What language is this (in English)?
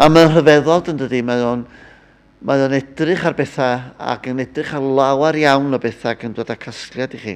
Welsh